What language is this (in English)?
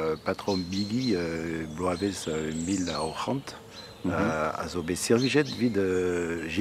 Breton